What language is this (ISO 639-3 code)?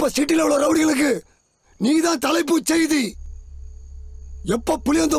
tam